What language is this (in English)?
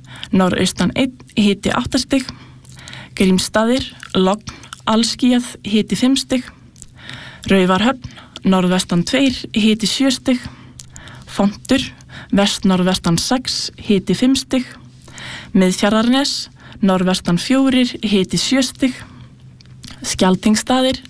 Icelandic